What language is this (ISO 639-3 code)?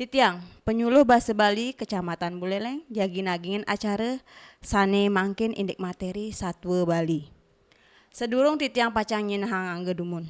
ban